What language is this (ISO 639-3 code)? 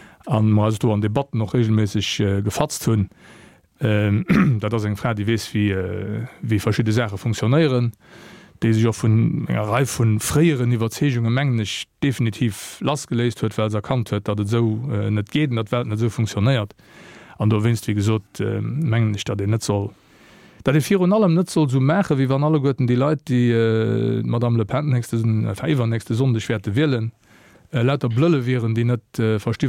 ltz